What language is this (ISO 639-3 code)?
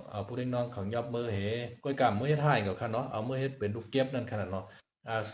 shn